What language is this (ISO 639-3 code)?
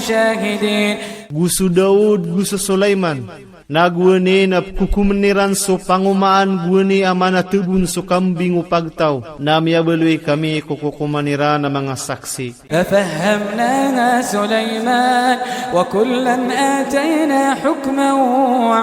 mrw